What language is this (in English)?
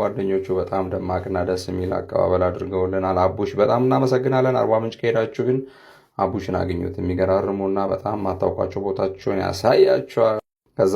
Amharic